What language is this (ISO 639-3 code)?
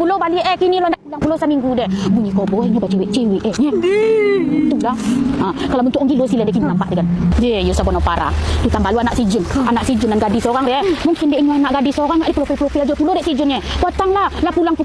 min